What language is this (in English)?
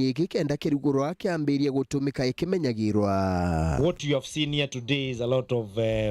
Meru